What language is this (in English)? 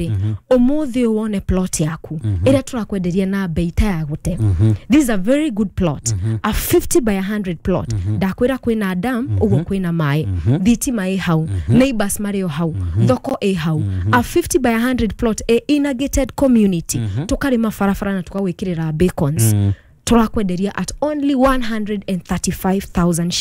Kikuyu